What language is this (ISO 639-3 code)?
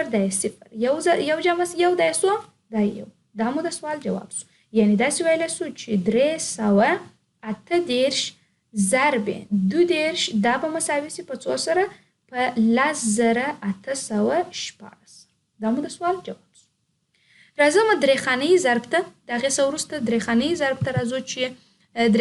pus